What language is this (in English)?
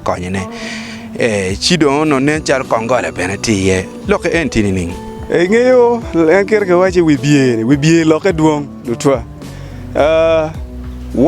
Acoli